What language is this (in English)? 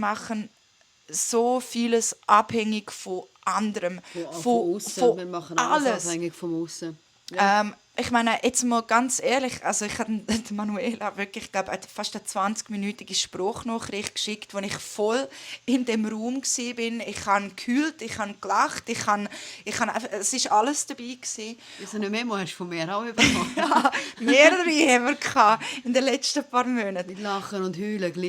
Swiss German